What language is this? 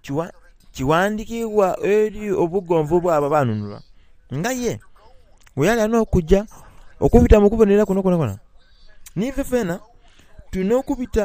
Soga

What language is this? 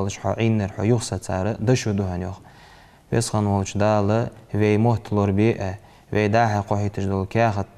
Ingush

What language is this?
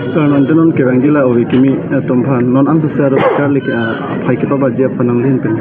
Karbi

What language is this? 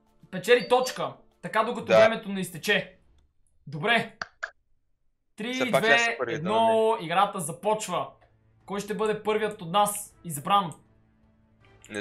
Bulgarian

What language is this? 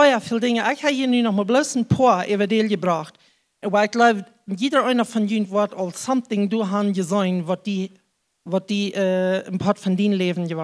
Plautdietsch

